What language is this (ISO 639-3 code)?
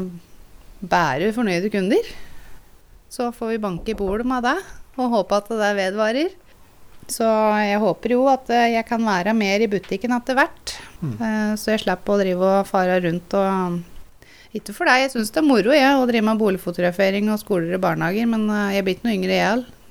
nor